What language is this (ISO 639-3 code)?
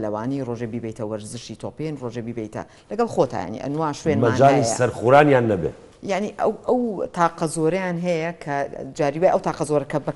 ckb